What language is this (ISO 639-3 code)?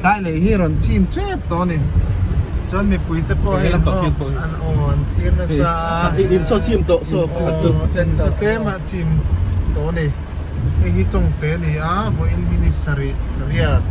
lus